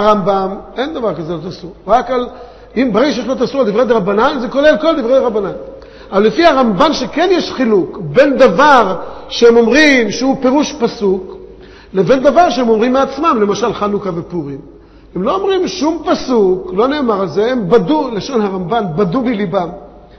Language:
Hebrew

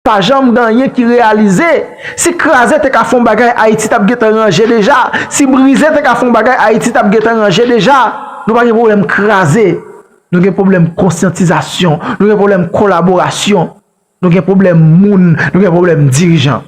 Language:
Haitian Creole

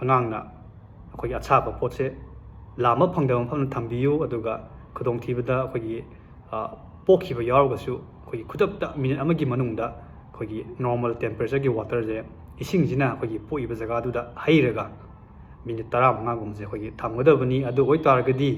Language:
Manipuri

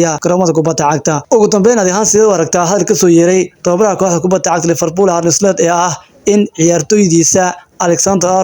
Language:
Somali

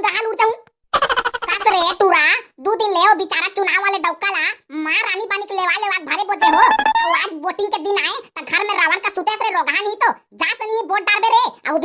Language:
Chhattisgarhi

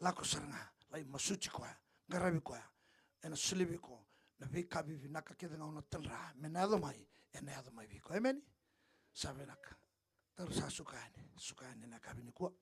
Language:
Fijian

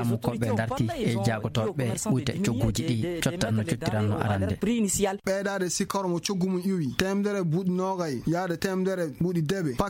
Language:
Fula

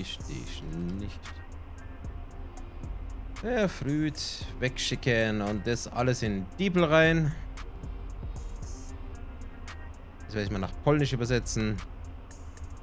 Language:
German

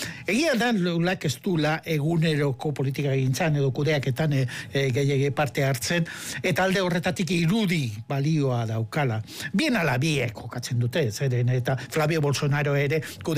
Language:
Basque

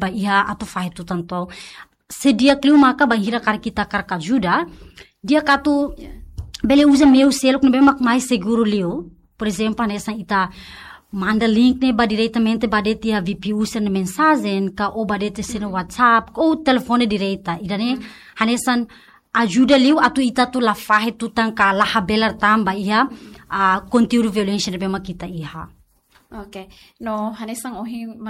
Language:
Tetum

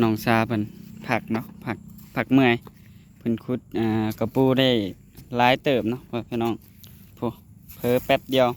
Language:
Northeastern Thai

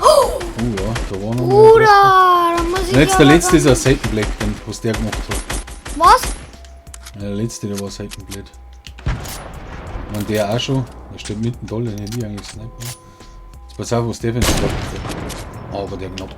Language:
Bavarian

